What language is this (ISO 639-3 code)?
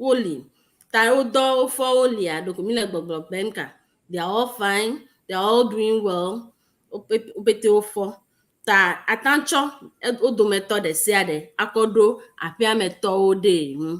ewe